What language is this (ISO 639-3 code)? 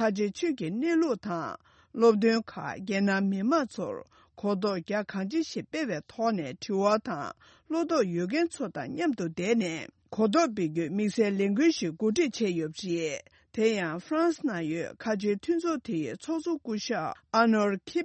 bod